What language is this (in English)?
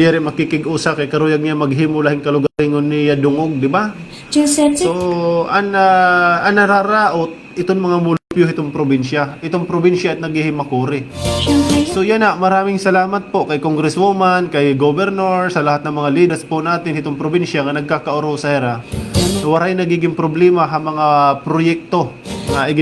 Waray